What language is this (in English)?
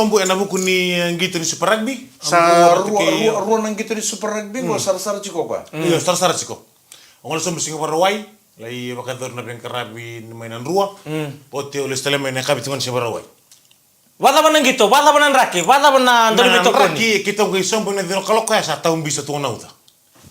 Fijian